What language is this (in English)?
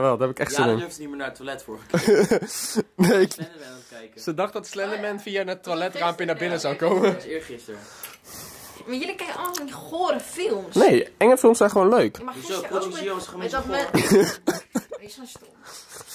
Dutch